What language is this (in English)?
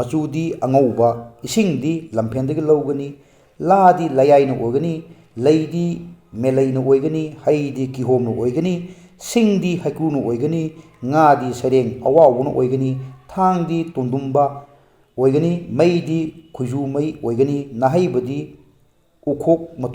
Manipuri